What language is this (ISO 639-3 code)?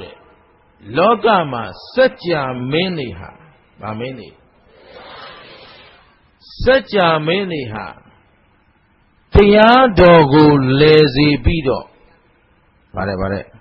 mya